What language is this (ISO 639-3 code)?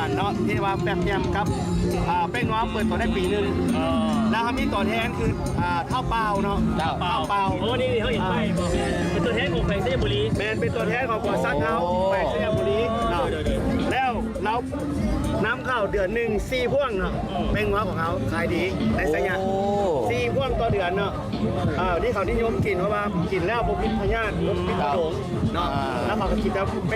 lao